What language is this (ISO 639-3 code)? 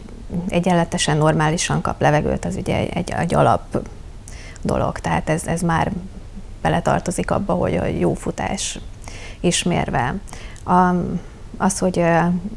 hun